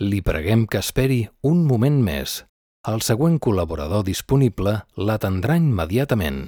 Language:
Catalan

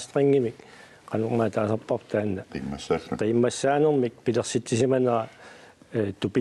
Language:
Kalaallisut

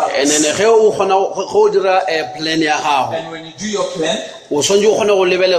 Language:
Northern Sotho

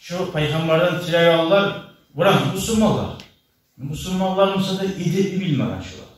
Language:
Kumyk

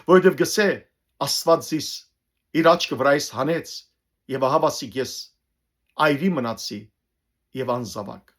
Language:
Western Armenian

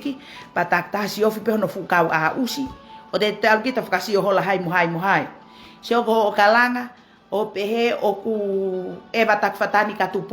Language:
Tongan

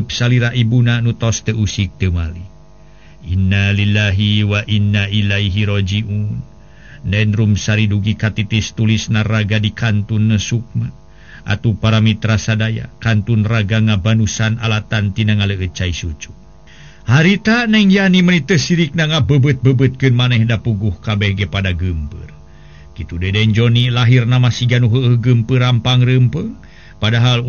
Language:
Sundanese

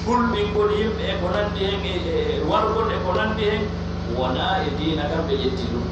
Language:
Pular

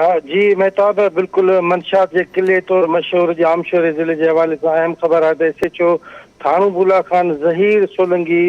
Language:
Sindhi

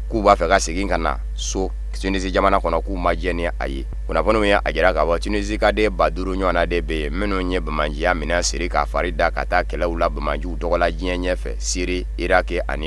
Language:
Bambara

